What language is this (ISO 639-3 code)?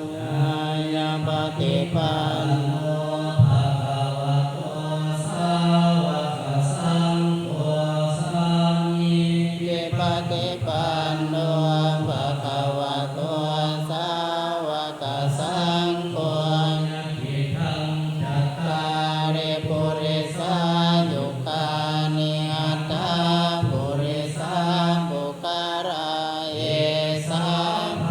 pli